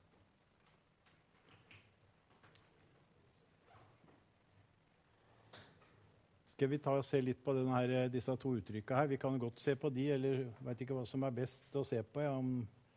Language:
Norwegian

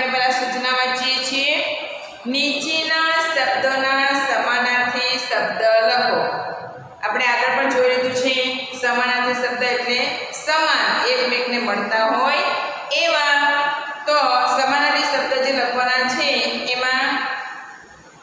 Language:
Gujarati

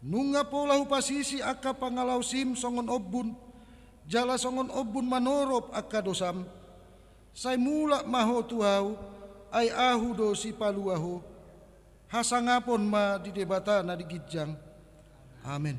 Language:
Batak Toba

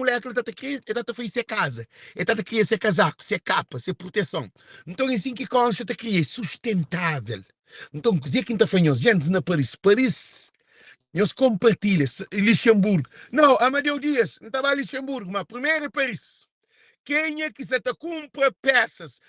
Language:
Kabuverdianu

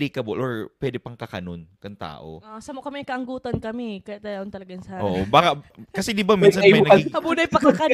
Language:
Bikol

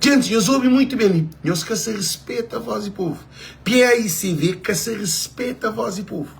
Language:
Kabuverdianu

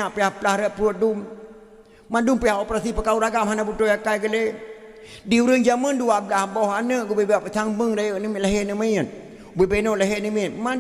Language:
Achinese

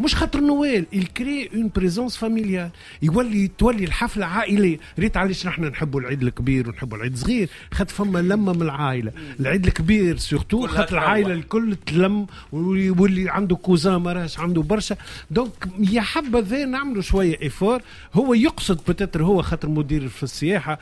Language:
Tunisian Arabic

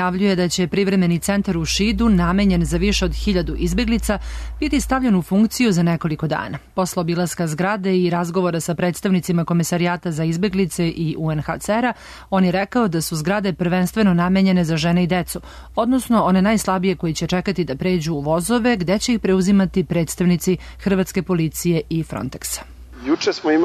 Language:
Serbian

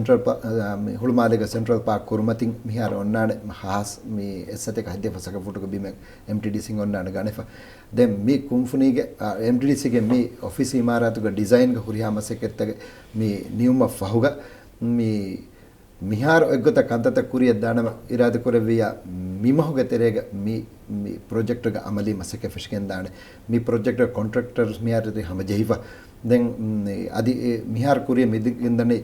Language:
Divehi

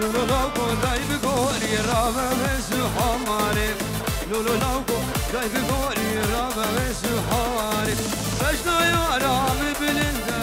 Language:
Kurdish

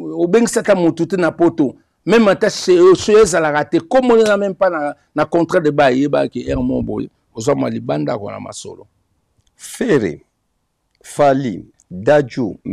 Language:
Lingala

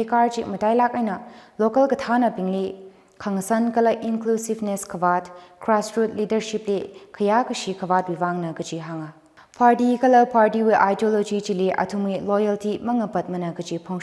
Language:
Tangkhul Naga (India)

